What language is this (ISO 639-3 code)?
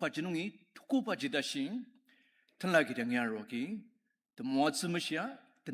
njo